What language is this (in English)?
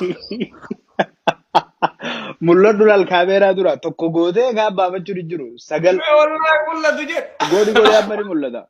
Oromo